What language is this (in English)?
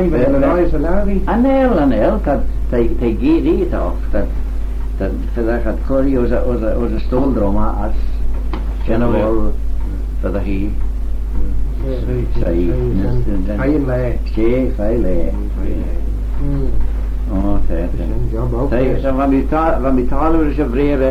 Manx